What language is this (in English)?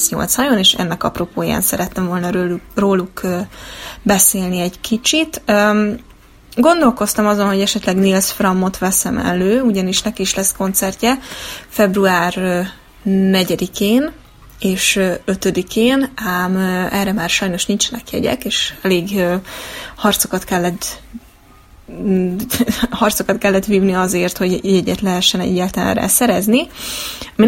Hungarian